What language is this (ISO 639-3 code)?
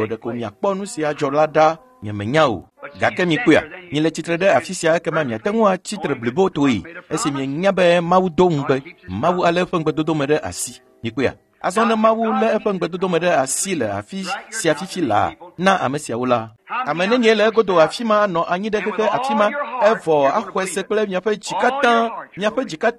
ewe